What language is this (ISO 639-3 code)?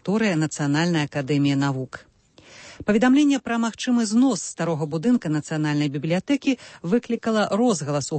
bel